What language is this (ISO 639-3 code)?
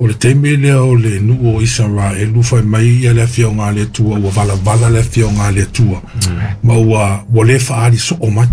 smo